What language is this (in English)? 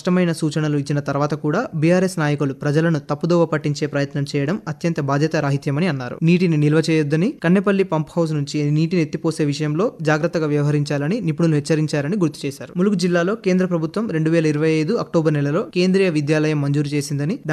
Telugu